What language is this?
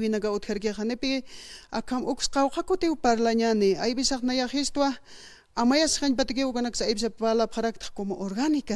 Aymara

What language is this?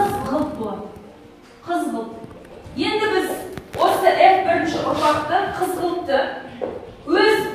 Kazakh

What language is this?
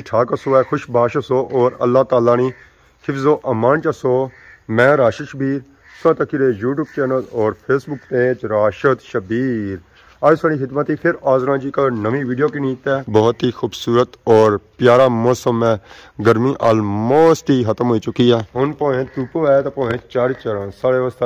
Pahari-Potwari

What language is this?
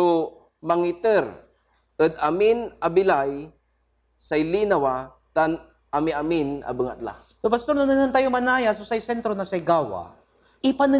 Pangasinan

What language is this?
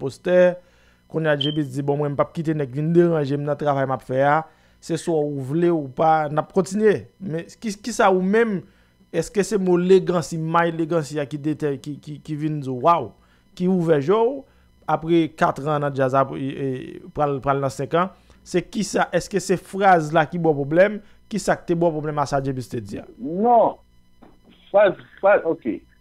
Haitian Creole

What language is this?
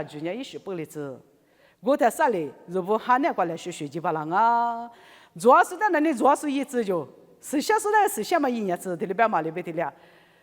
Lisu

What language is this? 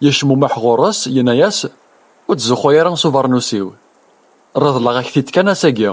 Kabyle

